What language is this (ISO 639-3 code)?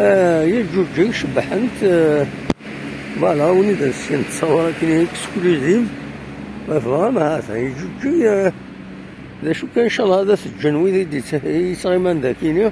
kab